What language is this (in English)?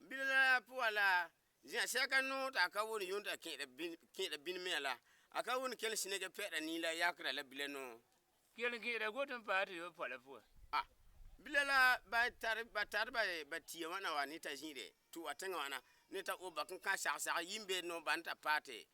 Frafra